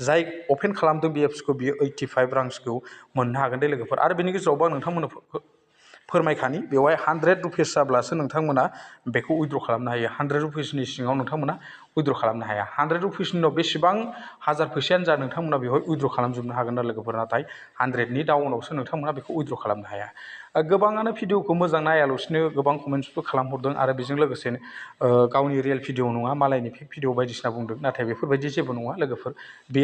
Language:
Bodo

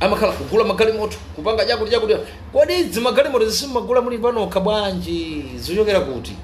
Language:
Nyanja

